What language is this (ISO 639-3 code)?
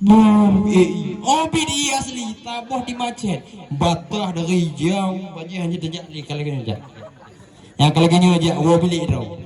ace